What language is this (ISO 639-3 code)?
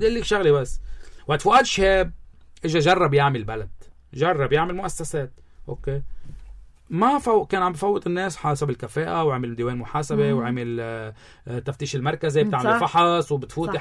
apc